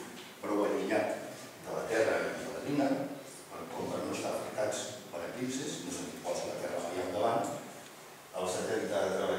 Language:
Catalan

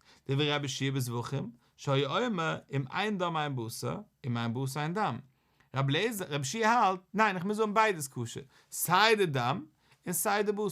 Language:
Yiddish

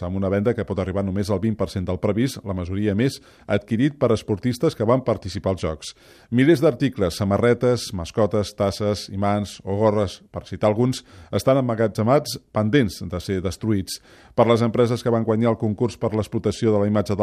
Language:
Catalan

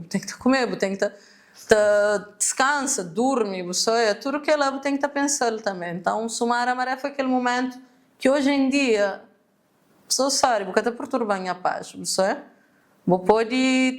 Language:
Kabuverdianu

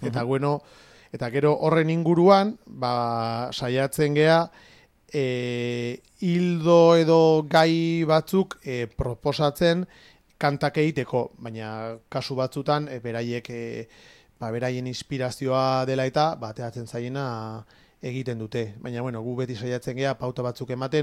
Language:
Basque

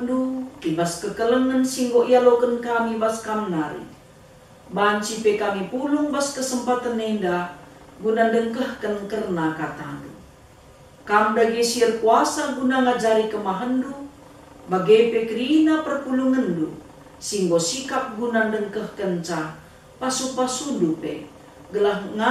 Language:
Batak Karo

